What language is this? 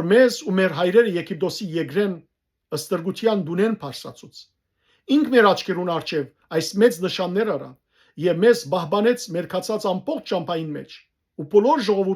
Western Armenian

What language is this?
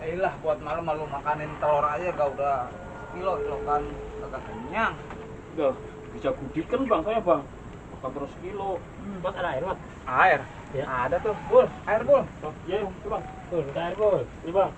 Betawi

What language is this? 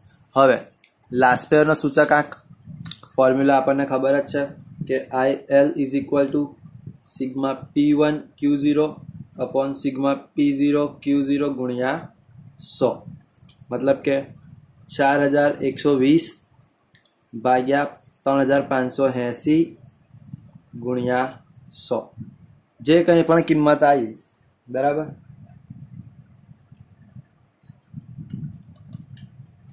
Gujarati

